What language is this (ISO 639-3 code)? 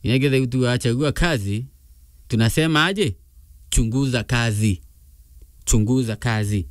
mer